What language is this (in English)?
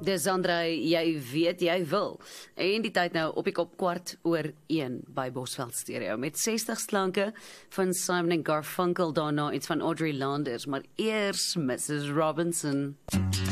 Afrikaans